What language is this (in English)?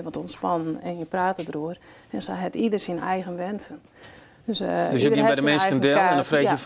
Western Frisian